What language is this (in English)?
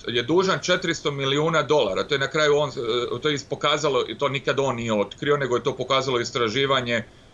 Croatian